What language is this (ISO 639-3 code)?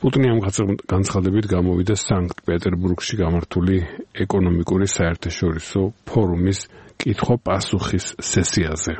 kat